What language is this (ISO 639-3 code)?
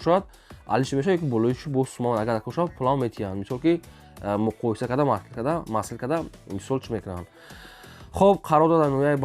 tgk